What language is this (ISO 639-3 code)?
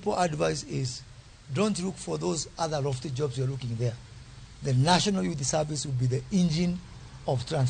luo